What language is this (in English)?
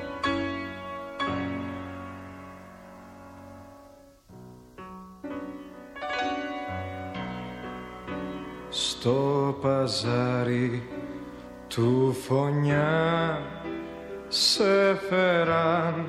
Greek